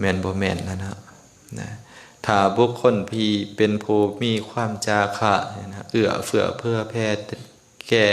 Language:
Lao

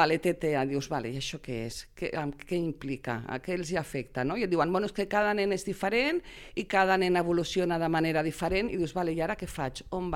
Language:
Catalan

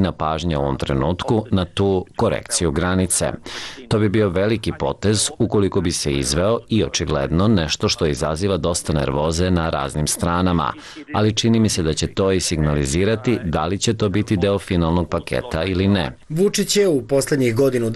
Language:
Serbian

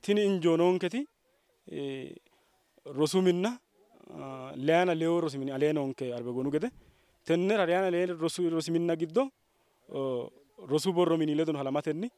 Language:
Sidamo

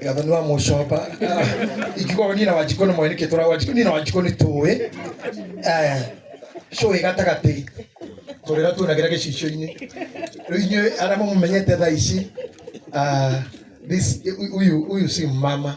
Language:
Kikuyu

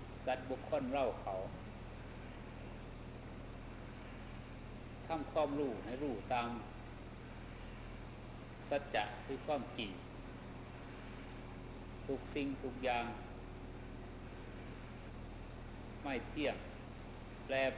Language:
Thai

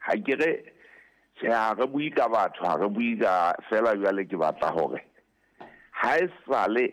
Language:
Southern Sotho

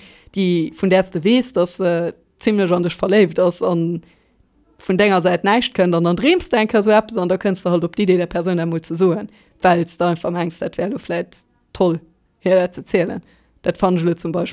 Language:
Luxembourgish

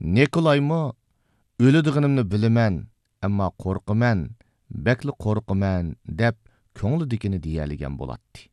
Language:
Uyghur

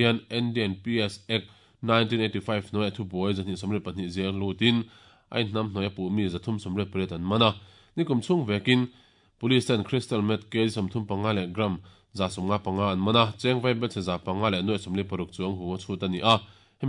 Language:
Mizo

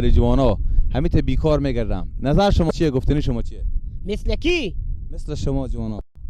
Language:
Persian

